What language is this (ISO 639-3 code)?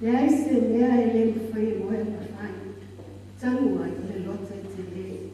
smo